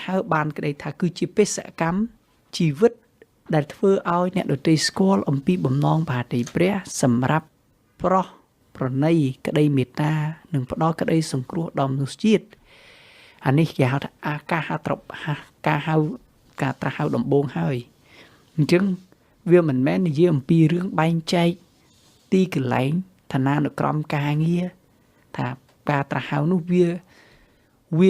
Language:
Khmer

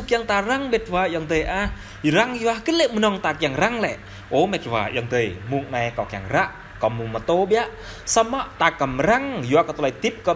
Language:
Jarai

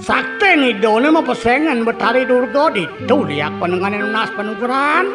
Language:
Balinese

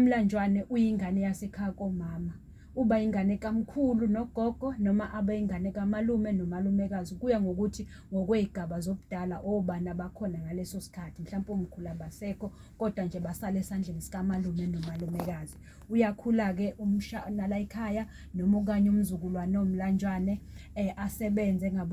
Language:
Zulu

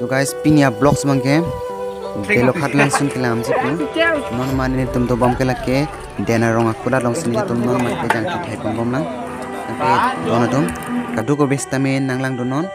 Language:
Karbi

